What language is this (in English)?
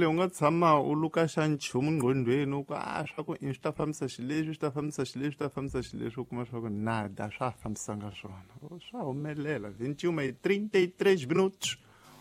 Tsonga